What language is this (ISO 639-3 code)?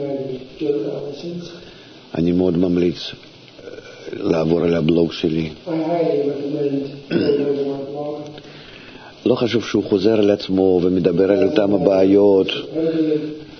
heb